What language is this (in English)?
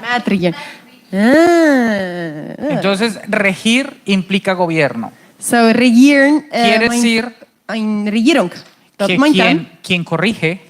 Plautdietsch